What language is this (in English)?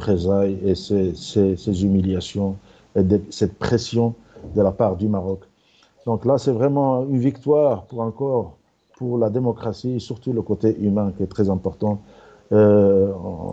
French